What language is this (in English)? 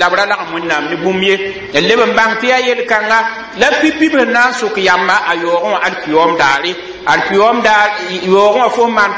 Mossi